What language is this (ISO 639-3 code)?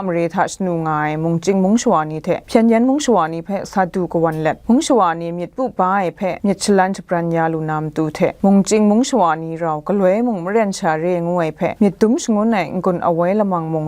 kac